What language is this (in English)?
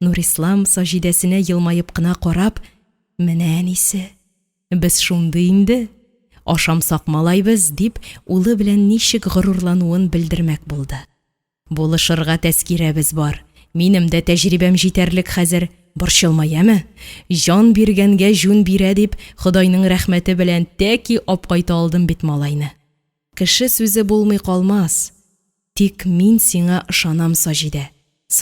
Tatar